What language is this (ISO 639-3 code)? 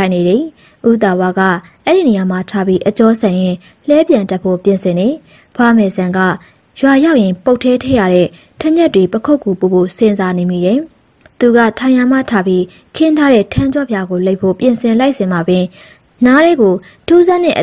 mya